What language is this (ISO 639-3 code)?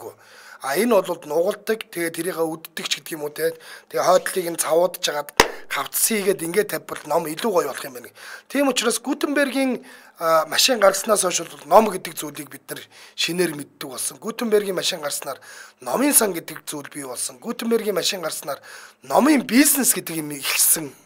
mon